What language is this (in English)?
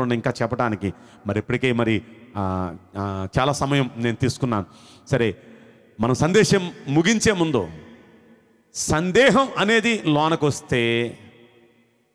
Telugu